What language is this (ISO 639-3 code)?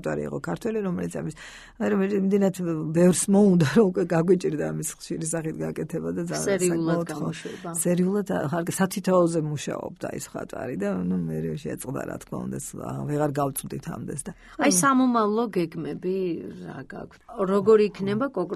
kat